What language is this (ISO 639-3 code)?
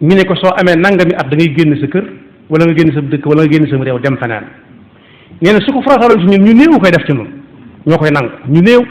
wol